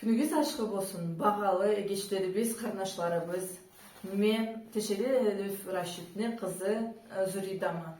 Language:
Karachay-Balkar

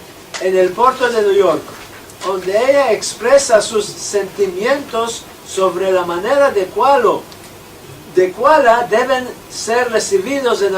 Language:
Ladino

